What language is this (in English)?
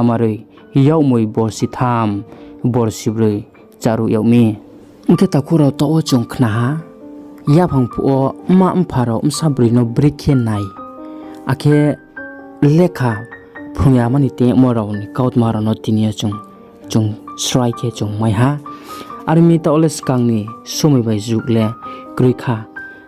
Riang (India)